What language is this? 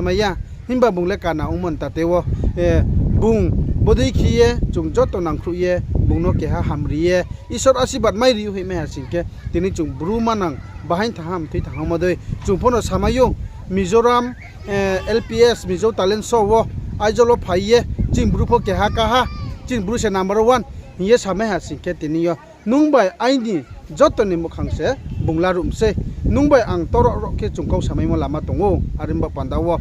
Riang (India)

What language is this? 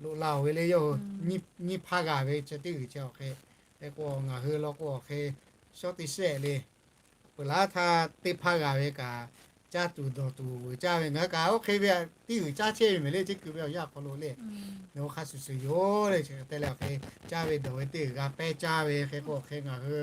Lahu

